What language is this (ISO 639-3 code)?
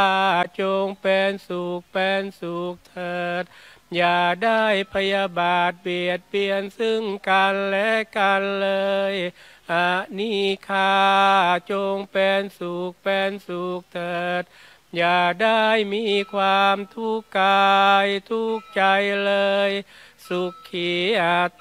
tha